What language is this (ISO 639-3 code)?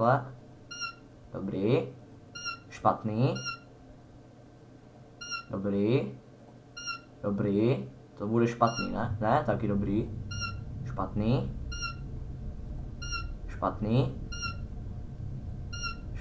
ces